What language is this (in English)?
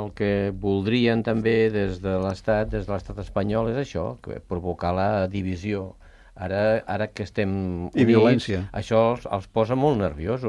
Catalan